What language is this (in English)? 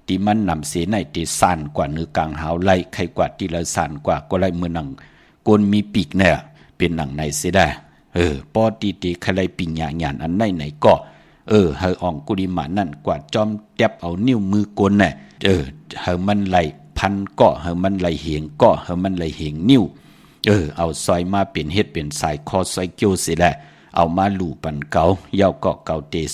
Shan